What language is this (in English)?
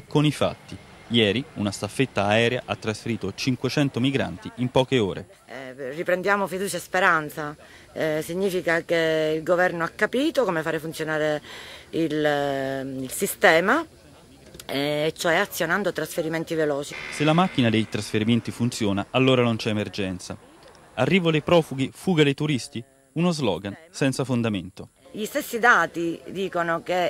Italian